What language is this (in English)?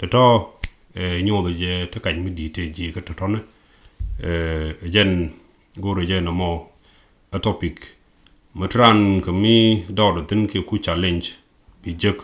Nuer